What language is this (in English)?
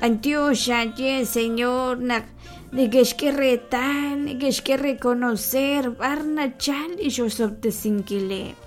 Kekchí